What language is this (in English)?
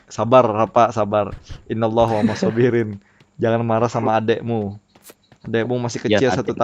Banjar